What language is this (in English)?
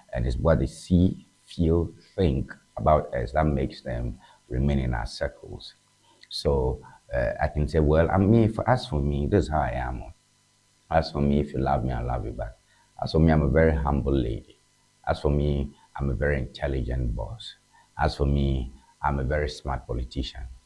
Ewe